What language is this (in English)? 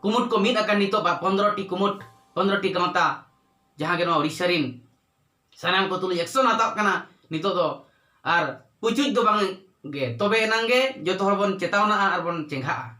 Santali